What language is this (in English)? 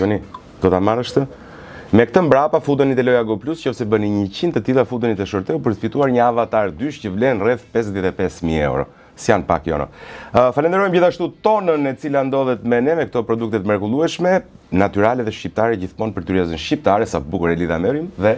Albanian